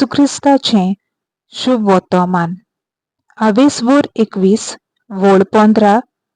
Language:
Konkani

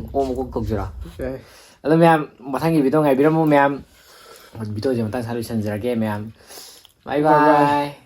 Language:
Manipuri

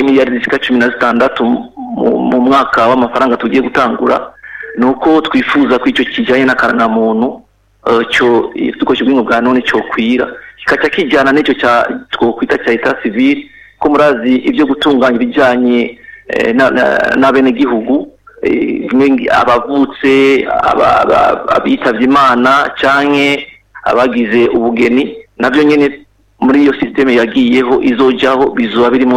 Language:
Rundi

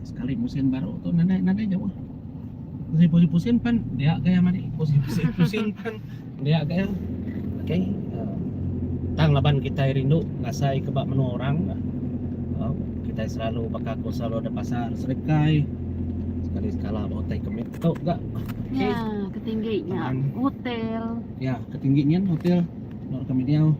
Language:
Iban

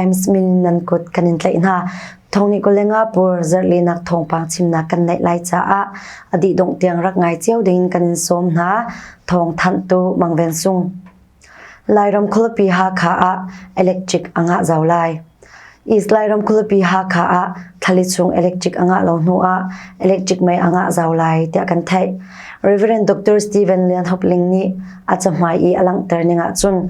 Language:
Hakha Chin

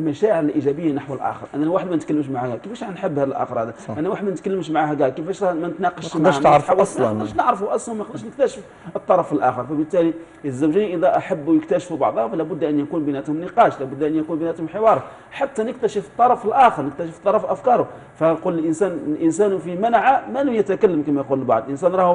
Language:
Algerian Arabic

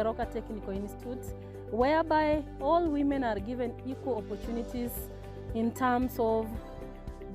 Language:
Gusii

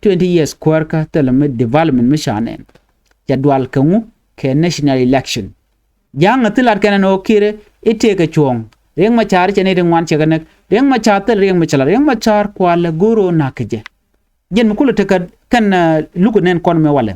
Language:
Nuer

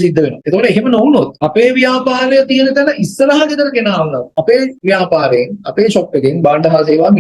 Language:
Sinhala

